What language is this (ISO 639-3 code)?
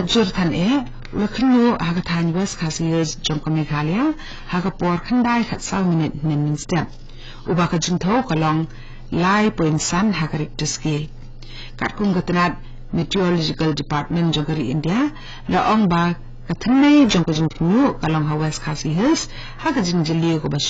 kha